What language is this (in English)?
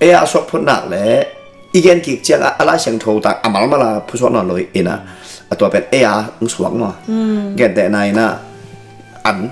Tedim Chin